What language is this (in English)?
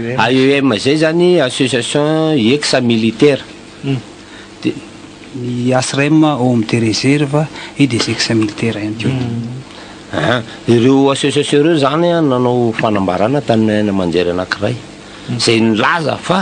Malagasy